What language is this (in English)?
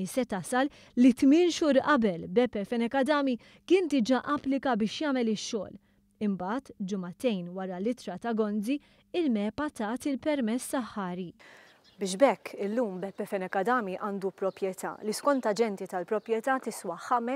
Maltese